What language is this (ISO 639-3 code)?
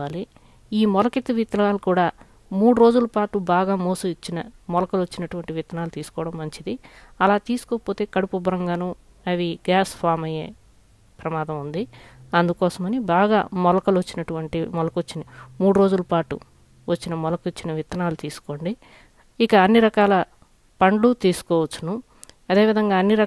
tel